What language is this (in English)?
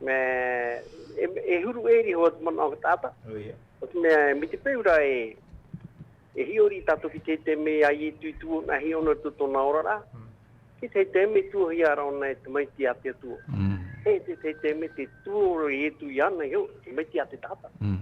Tahitian